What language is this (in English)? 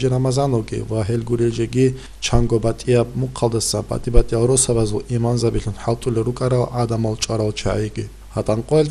Avaric